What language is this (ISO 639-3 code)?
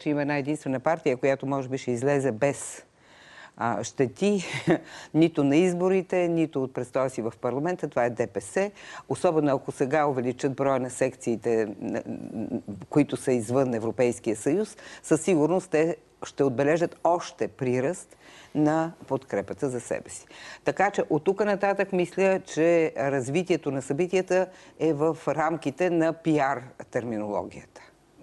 bul